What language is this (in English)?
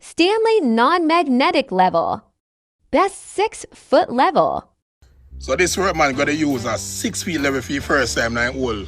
Jamaican Creole English